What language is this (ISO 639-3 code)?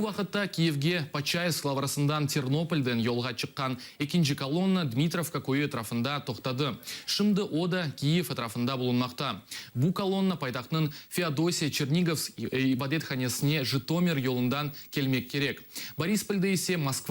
crh